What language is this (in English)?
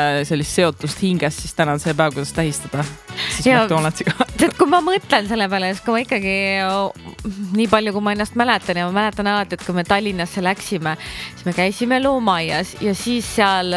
Estonian